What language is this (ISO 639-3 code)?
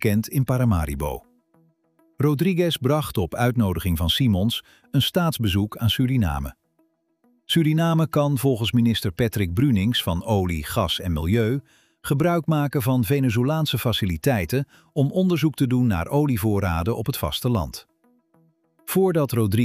nld